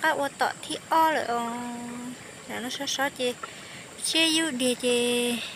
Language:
Hmong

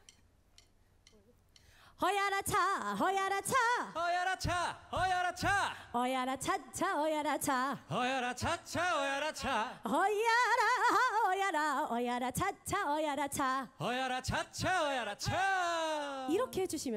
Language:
Korean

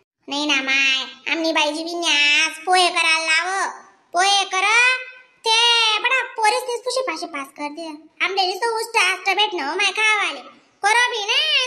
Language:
Khandesi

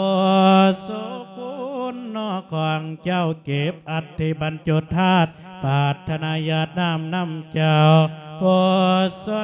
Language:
Lao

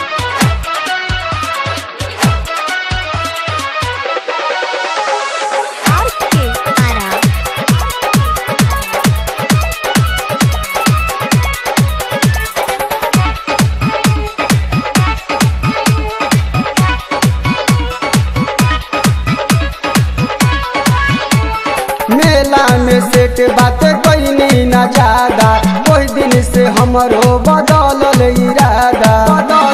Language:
Bhojpuri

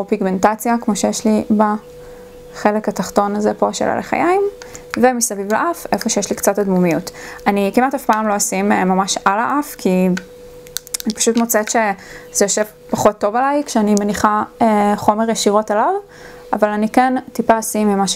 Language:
Hebrew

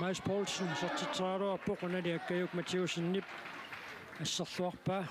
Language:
Kalaallisut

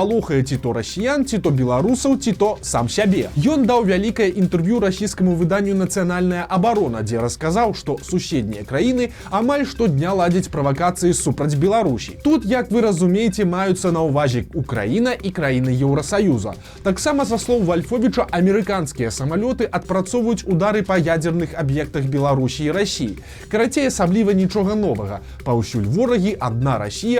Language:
Belarusian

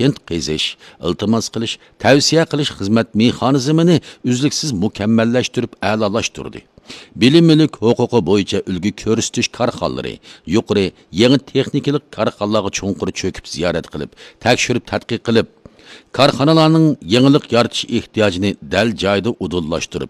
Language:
Uyghur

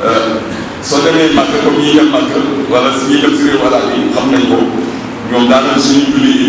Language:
Wolof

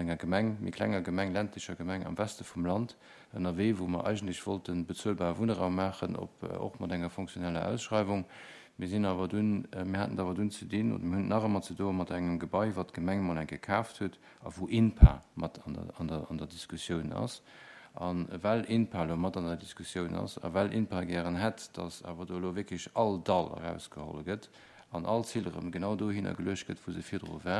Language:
Luxembourgish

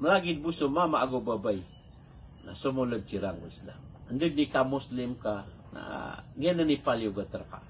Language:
Maranao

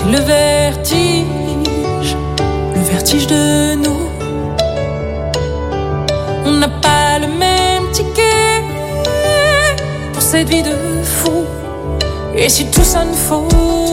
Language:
French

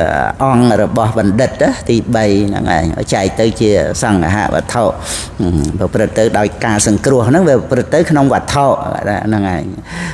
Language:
Khmer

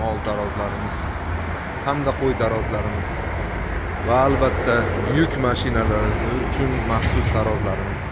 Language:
Uzbek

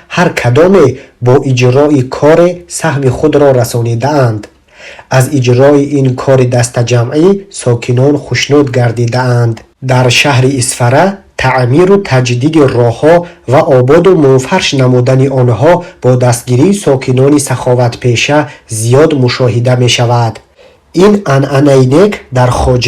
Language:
Tajik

